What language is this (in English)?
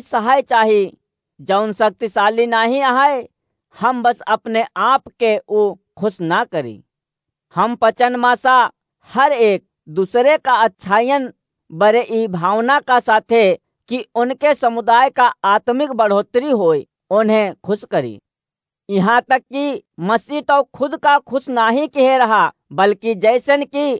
Awadhi